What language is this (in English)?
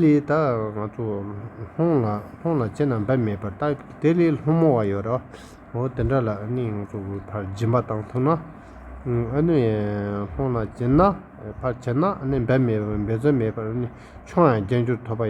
Tibetan